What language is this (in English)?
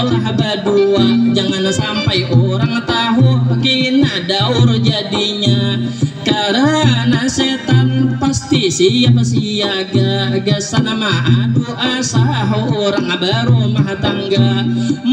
Banjar